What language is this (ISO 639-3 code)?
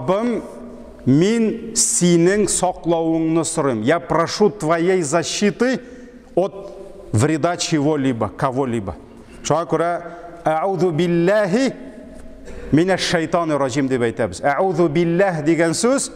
tat